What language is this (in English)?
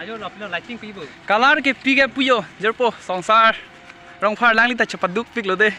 Karbi